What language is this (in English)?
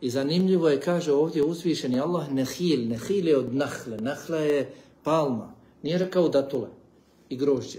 Bosnian